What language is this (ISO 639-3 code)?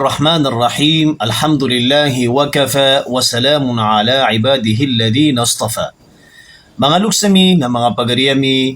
mrw